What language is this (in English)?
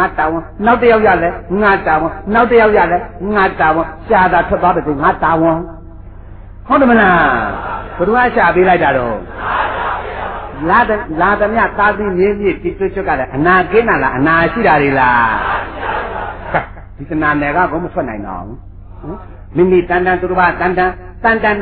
Burmese